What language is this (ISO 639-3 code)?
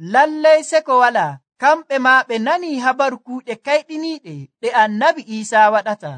fuv